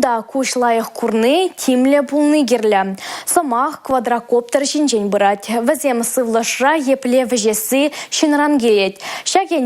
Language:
Chuvash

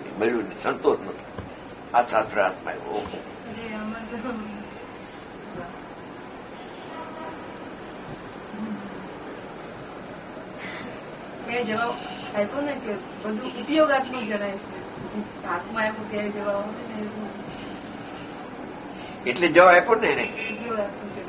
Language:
Gujarati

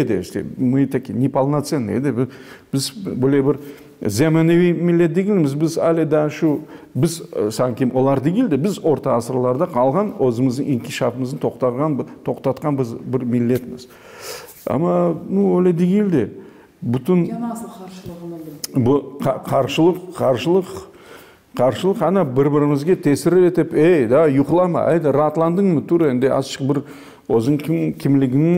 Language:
Crimean Tatar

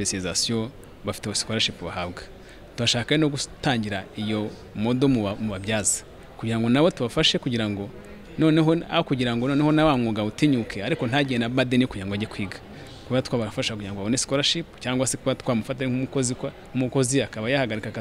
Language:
Kinyarwanda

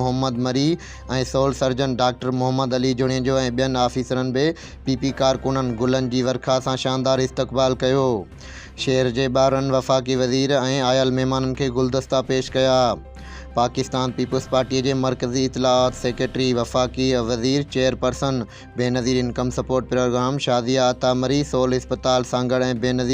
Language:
Sindhi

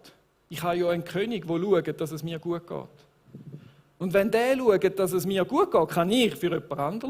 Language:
Swiss German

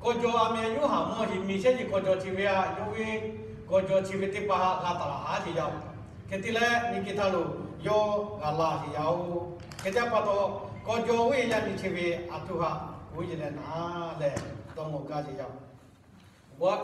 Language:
Lahu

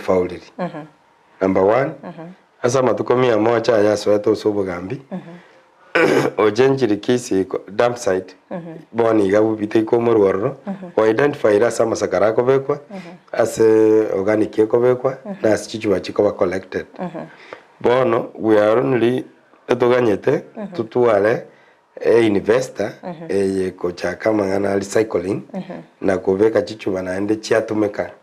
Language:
Gusii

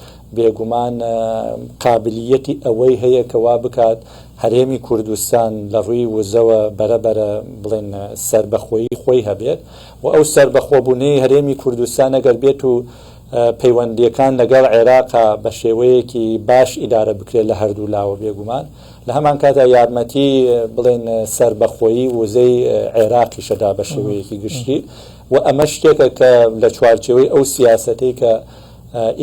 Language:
Central Kurdish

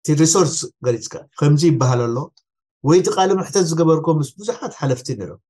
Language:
Tigrinya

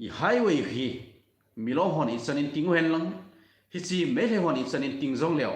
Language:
Thado Chin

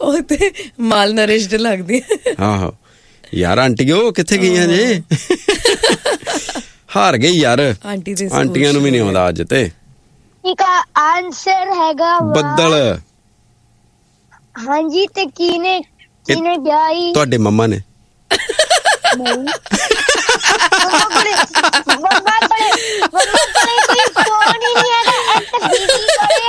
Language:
Punjabi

